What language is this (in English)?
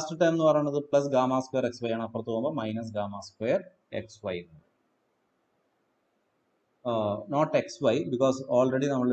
Malayalam